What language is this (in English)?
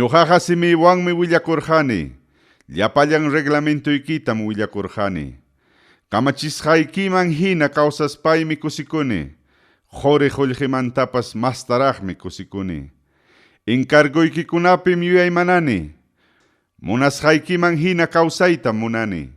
Ayacucho Quechua